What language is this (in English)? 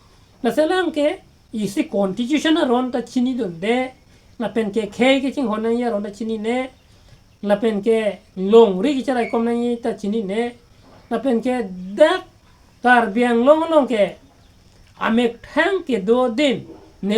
Karbi